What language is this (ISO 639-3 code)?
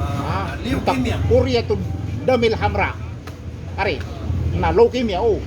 mrw